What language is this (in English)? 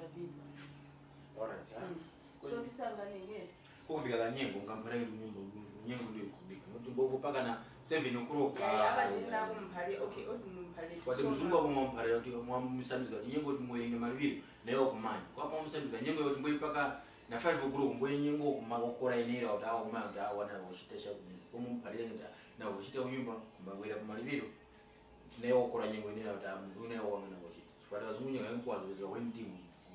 Tumbuka